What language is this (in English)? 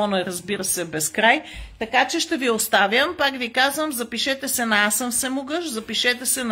Bulgarian